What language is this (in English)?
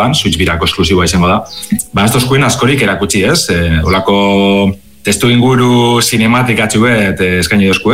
Basque